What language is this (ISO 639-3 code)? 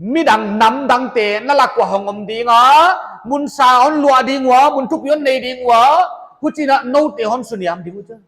pck